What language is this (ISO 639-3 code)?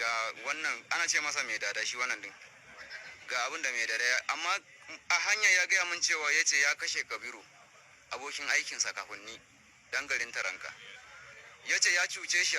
hau